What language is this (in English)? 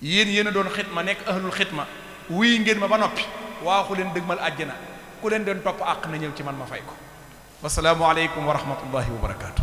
Wolof